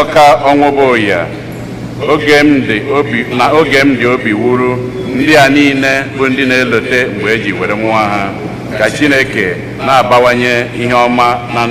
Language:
Igbo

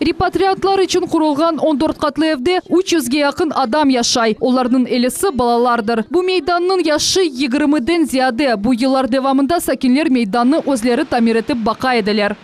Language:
Crimean Tatar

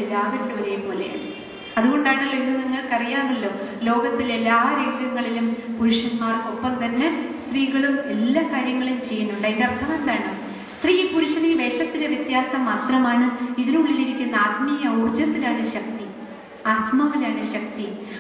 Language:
Malayalam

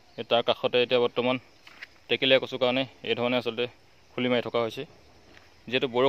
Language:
Assamese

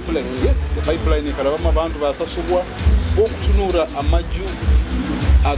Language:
Nyoro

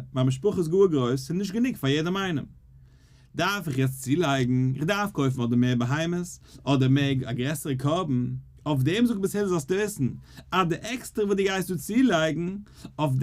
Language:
Yiddish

